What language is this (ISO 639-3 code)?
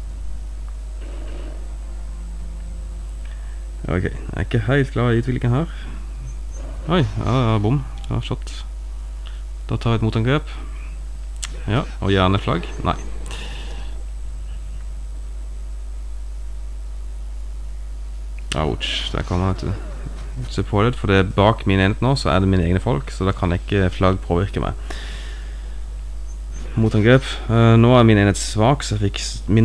nor